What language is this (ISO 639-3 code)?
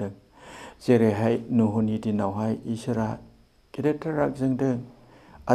brx